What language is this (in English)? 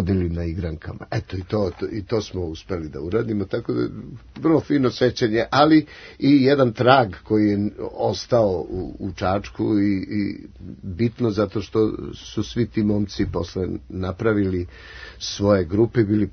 Serbian